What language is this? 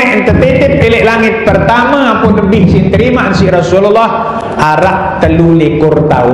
Sasak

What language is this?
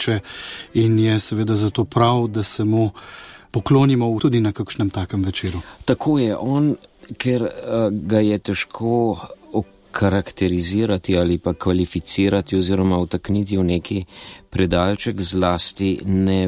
Slovenian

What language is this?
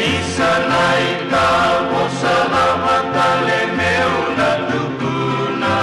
Fijian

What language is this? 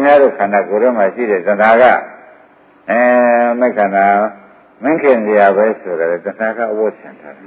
Burmese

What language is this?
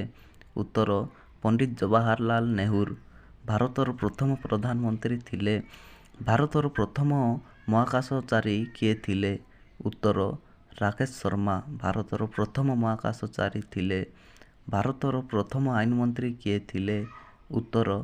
Odia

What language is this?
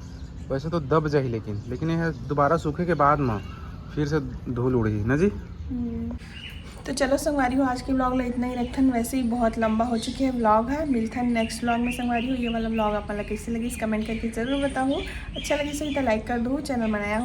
Chhattisgarhi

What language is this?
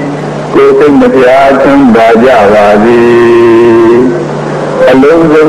Burmese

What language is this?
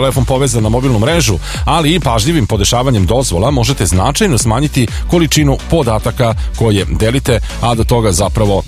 Serbian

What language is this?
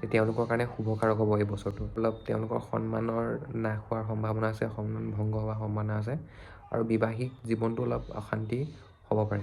Assamese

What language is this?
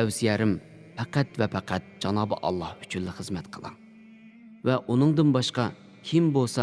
Uyghur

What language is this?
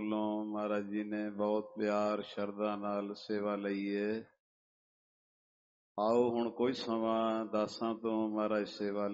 Punjabi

